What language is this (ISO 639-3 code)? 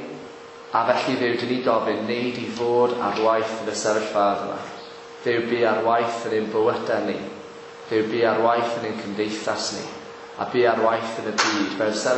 cym